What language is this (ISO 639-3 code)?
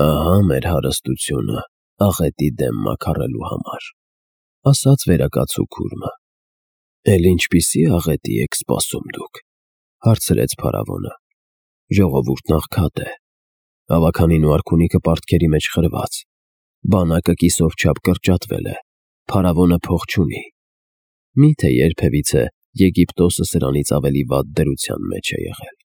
hye